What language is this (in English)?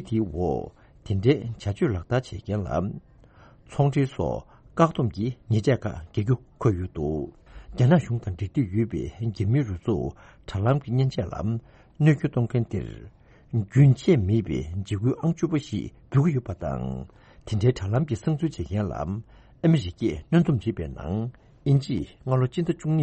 Tibetan